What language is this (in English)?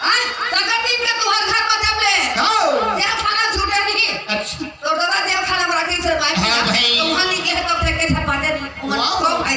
Chhattisgarhi